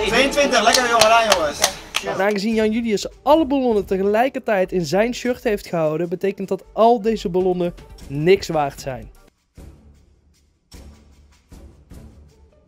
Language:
Dutch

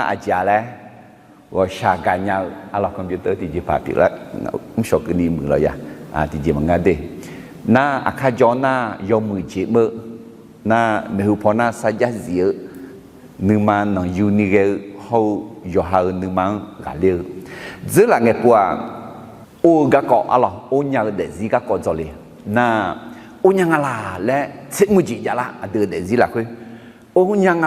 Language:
Akha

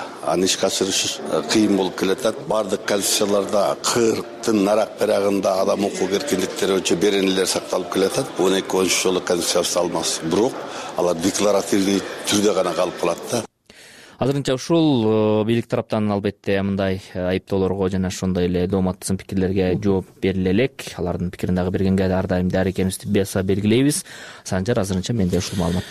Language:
Kyrgyz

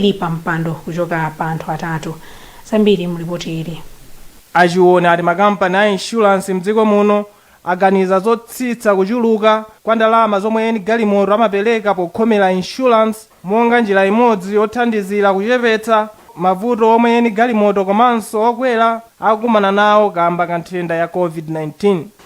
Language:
Nyanja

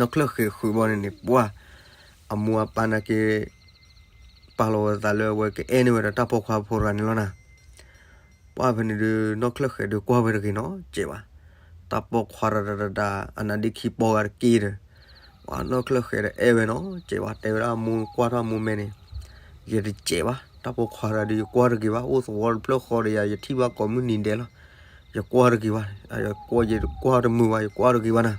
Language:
S'gaw Karen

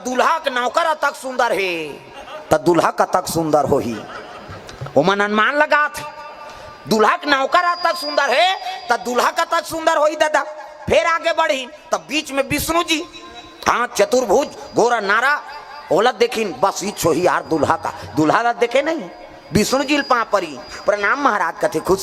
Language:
Chhattisgarhi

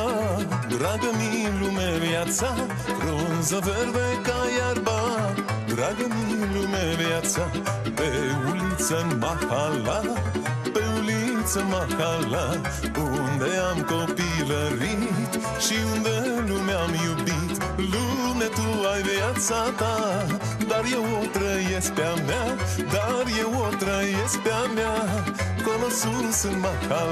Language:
Romanian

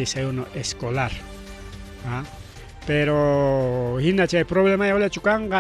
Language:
Ayacucho Quechua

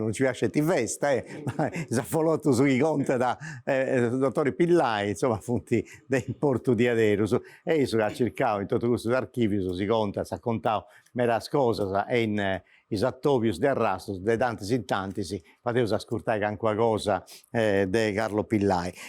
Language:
Sardinian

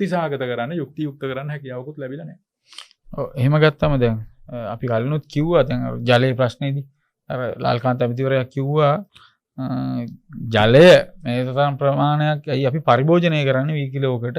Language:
Sinhala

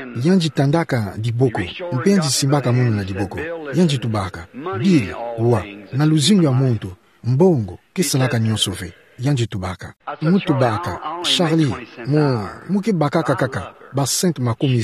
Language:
Kituba (Democratic Republic of Congo)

